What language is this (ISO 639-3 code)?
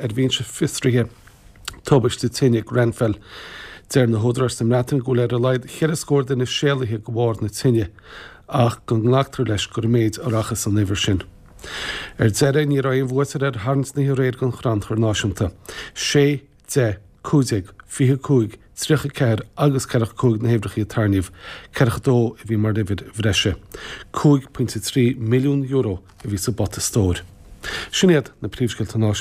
gle